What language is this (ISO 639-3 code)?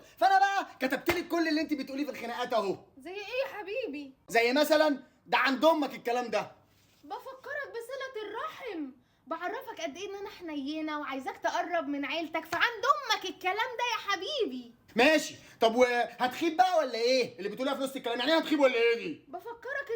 arz